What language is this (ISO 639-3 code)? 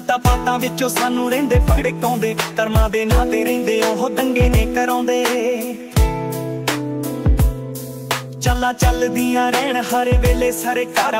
pan